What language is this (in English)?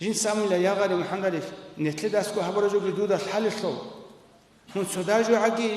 Avaric